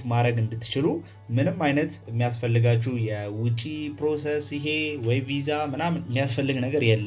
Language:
Amharic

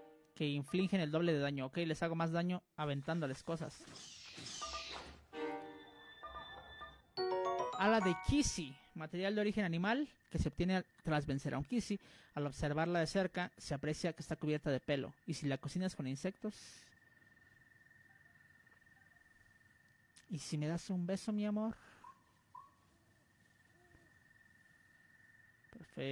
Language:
Spanish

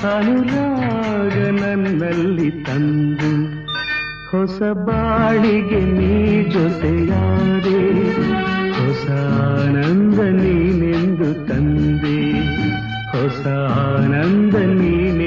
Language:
Kannada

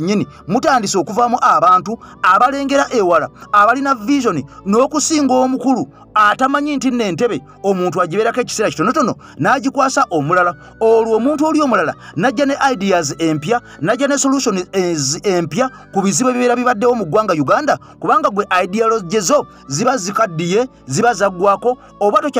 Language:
Ganda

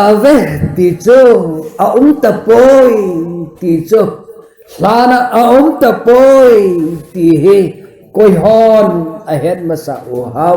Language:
Thado Chin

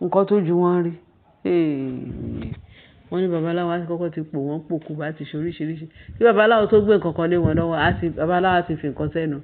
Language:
Yoruba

